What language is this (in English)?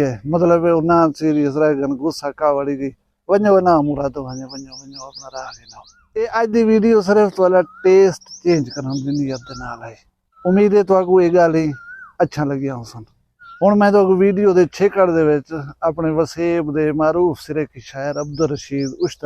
Saraiki